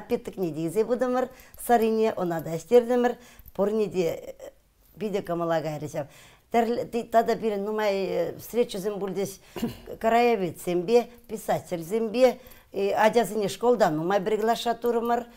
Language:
Chuvash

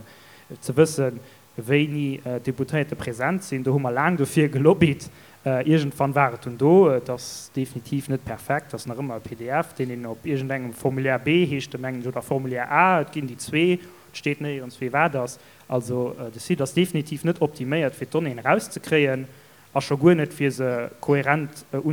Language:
Luxembourgish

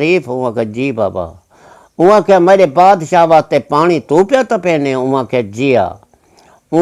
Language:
Saraiki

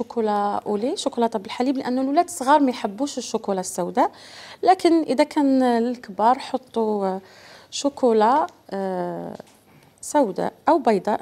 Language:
Algerian Arabic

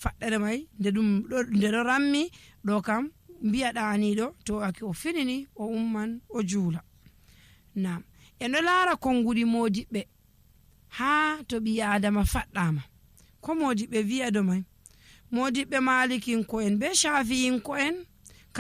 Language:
Nigerian Fulfulde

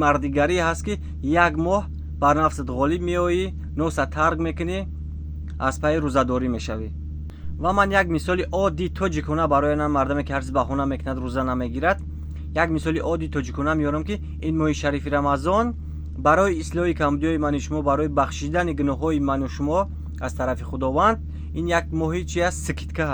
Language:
Tajik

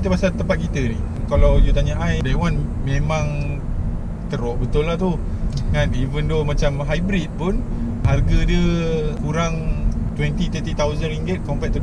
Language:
Malay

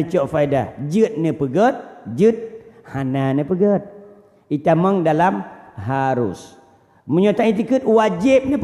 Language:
Achinese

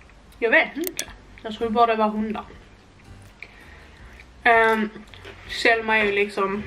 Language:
Swedish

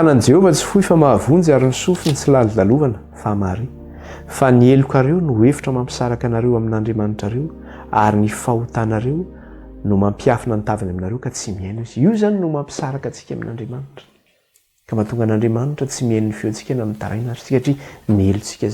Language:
Malagasy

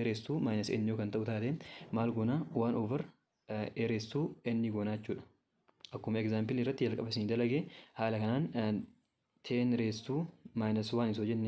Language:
Oromo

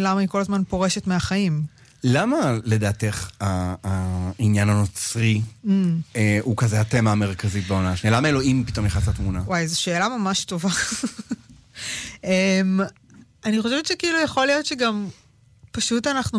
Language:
Hebrew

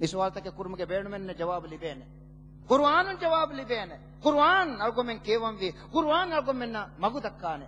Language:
Divehi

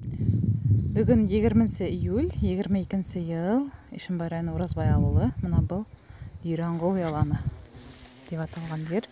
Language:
Bashkir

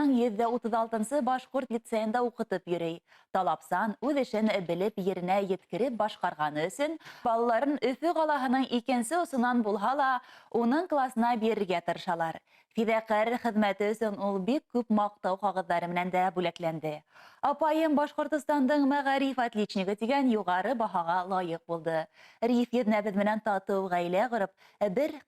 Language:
Bashkir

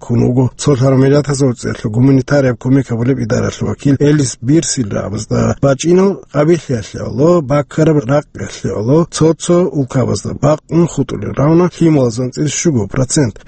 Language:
Avaric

